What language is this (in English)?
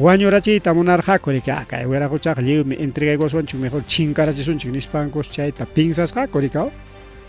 Ayacucho Quechua